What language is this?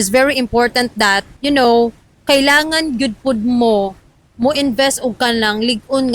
Cebuano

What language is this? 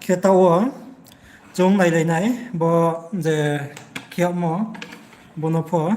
Riang (India)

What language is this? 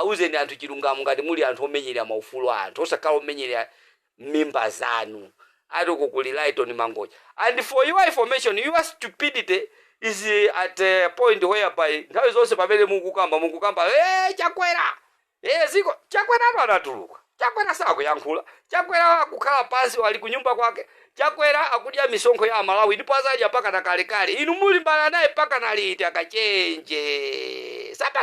Nyanja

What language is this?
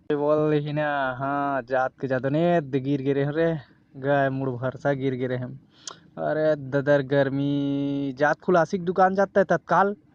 Chhattisgarhi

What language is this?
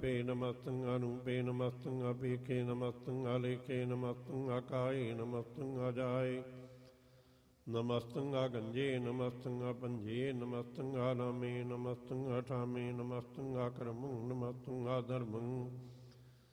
Punjabi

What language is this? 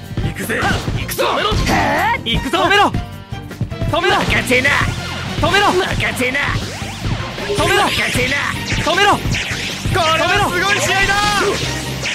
Japanese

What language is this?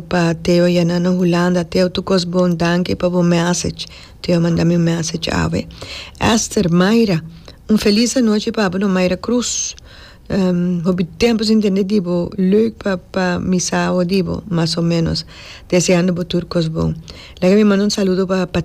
Papiamento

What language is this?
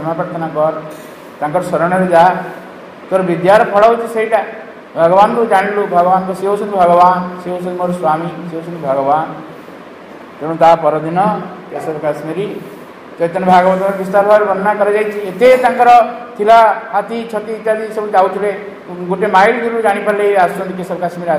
Odia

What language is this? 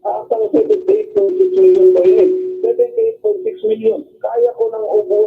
Bikol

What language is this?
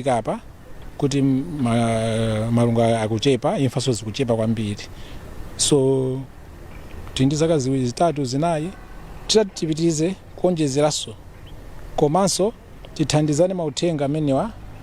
Nyanja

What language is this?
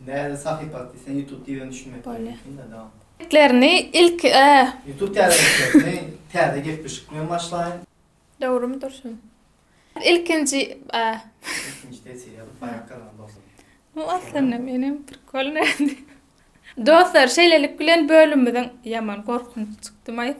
Turkmen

